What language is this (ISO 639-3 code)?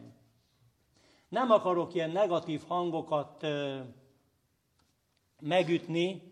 hun